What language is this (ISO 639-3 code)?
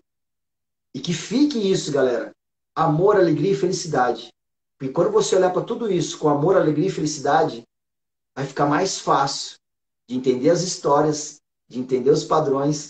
por